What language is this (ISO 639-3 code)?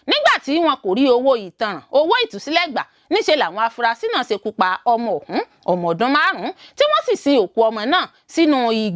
yor